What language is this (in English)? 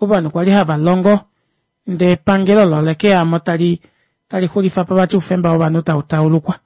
Kuanyama